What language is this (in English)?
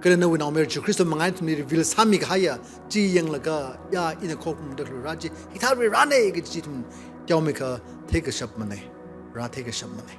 Tangkhul Naga (India)